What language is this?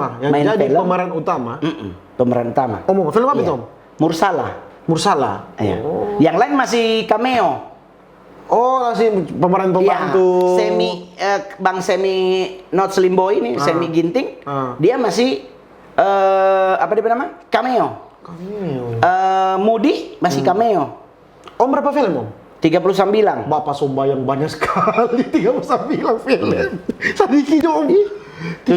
Manado Malay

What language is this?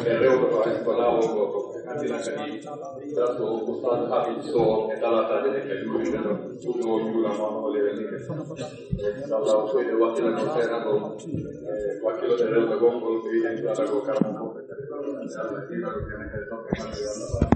Pular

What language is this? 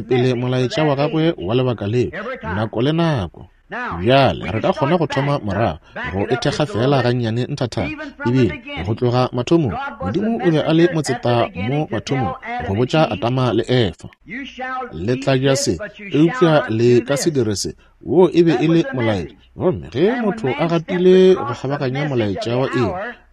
Northern Sotho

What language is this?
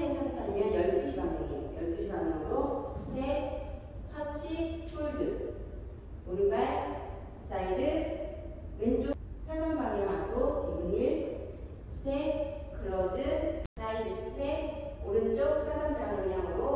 Korean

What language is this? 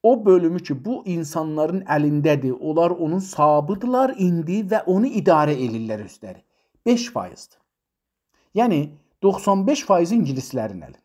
South Azerbaijani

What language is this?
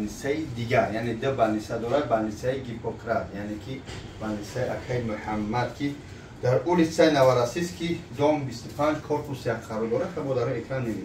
Tajik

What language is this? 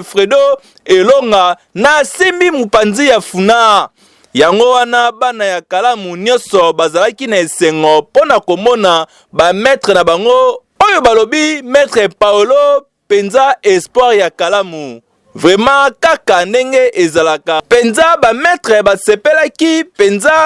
Lingala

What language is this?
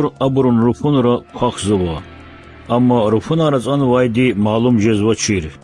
Lezghian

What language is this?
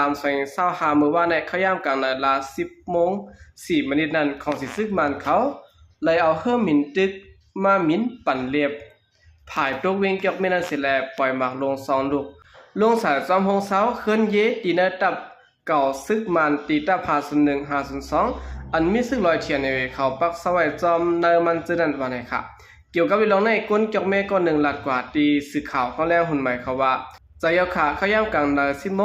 Shan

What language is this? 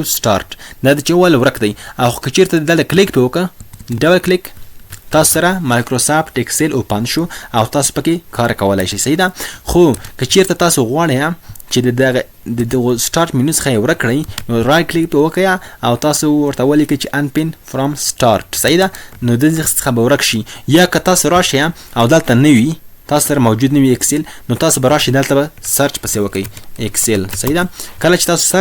Pashto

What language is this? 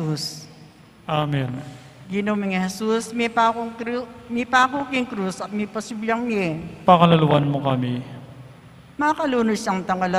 Pampanga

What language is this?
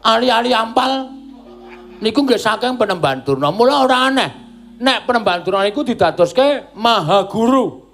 Javanese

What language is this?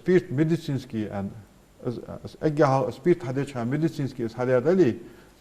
Ingush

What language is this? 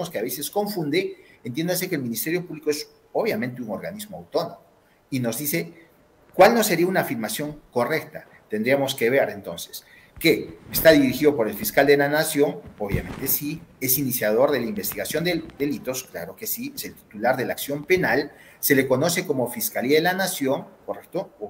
Spanish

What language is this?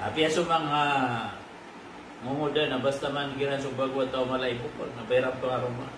Maranao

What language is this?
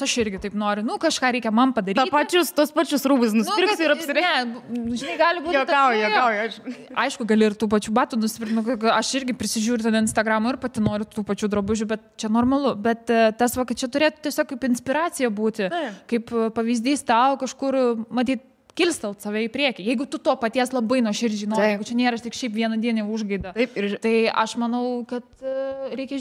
Lithuanian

